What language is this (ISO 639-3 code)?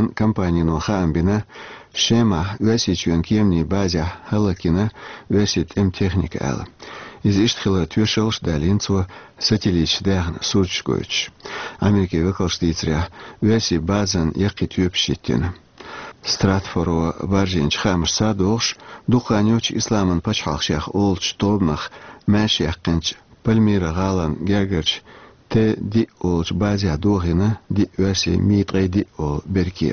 che